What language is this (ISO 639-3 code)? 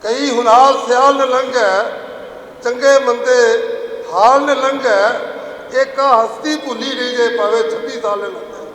lah